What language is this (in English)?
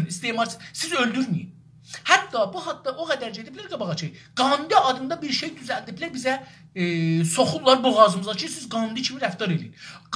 South Azerbaijani